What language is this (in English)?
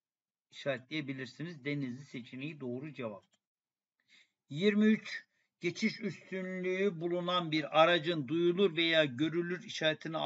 Turkish